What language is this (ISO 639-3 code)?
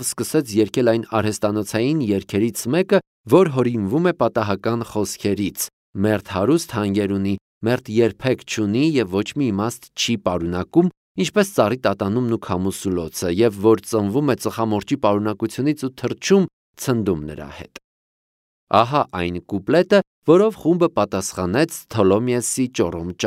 hye